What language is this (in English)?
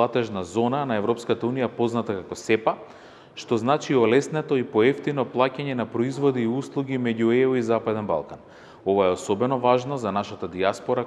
Macedonian